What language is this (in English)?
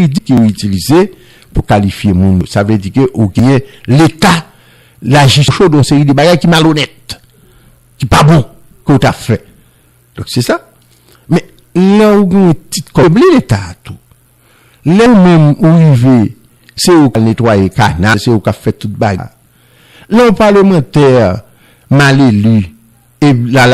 Haitian Creole